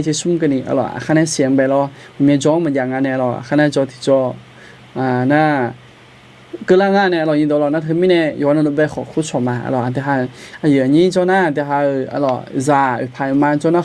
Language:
Akha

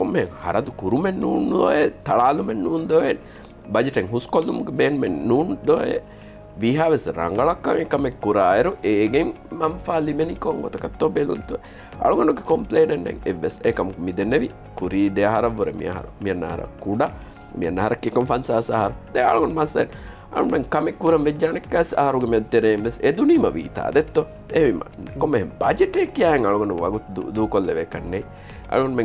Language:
Divehi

